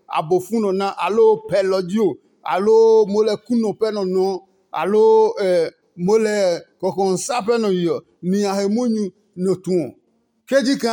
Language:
Adangme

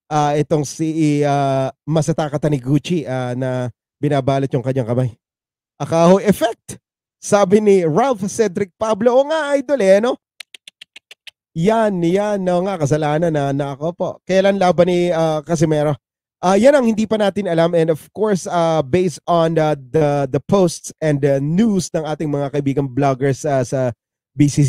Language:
Filipino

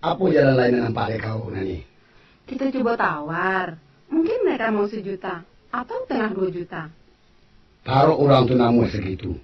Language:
Minangkabau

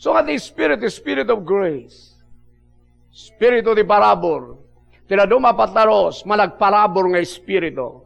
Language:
Iloko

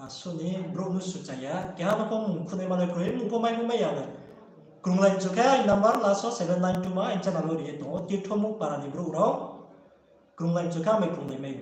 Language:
Riang (India)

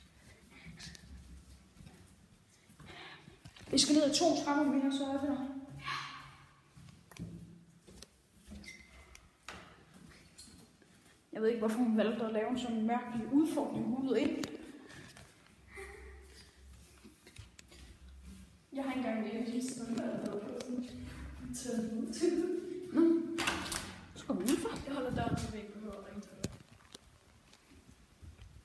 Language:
Danish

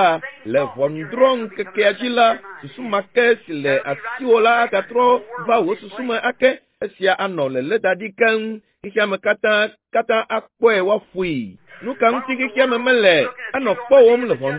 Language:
Ewe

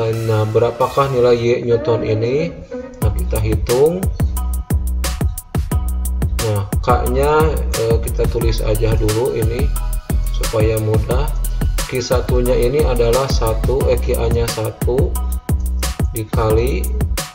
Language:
Indonesian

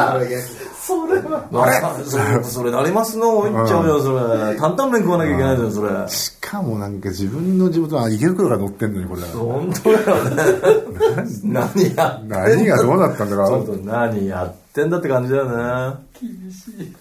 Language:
Japanese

